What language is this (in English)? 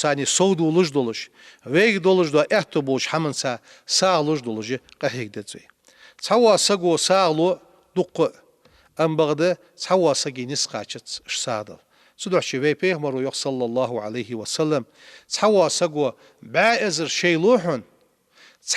Ingush